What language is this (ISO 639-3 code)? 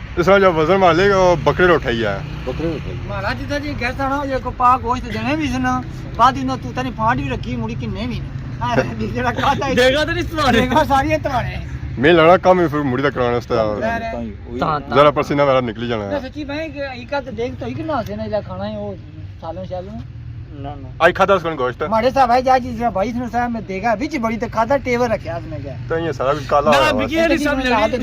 phr